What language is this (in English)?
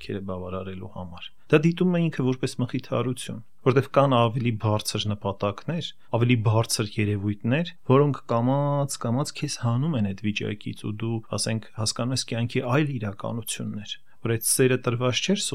Armenian